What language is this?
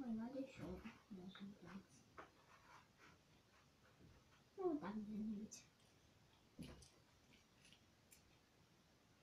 Russian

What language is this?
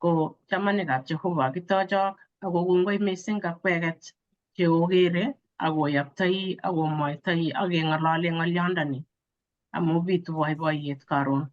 Kalenjin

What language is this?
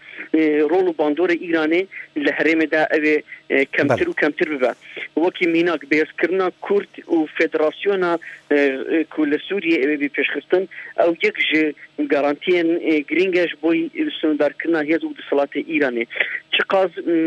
Kurdish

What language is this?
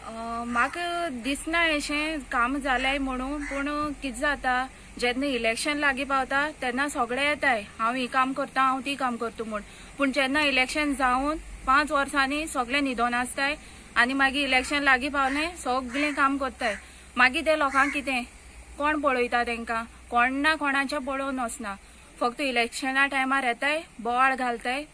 Konkani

